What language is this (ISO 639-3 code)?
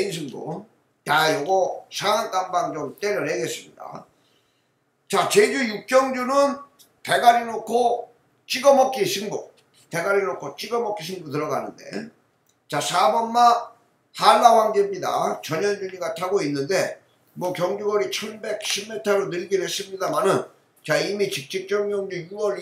kor